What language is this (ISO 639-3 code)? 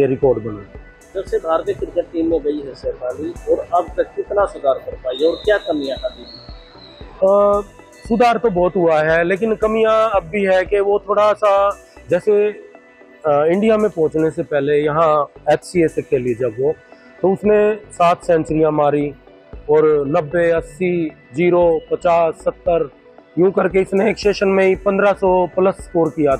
hin